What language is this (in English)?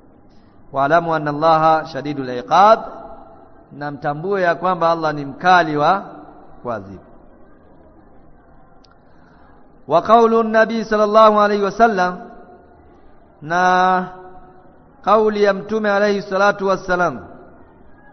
Swahili